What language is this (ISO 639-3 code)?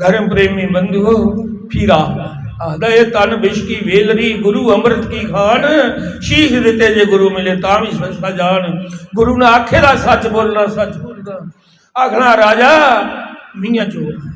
doi